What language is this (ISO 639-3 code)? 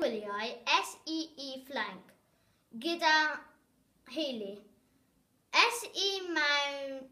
cym